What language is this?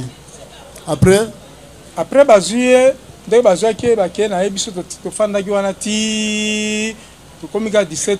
Lingala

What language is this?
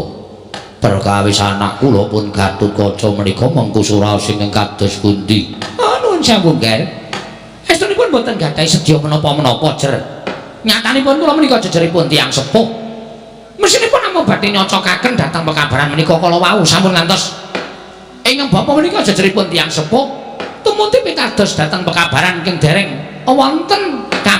Javanese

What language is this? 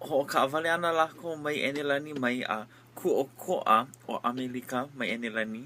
Hawaiian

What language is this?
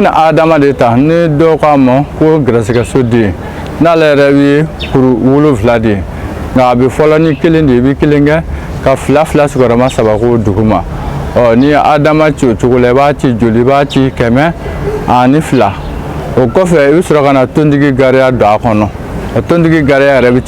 Bambara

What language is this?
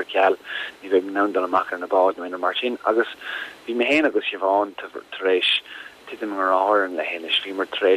Irish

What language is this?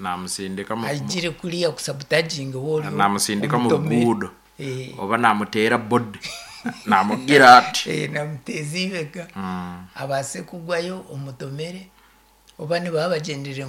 Nyankole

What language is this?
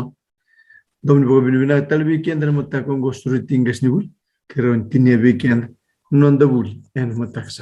Fijian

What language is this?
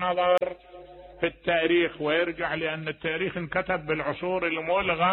Mesopotamian Arabic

